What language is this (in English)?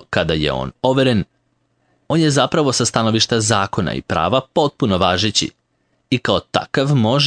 Serbian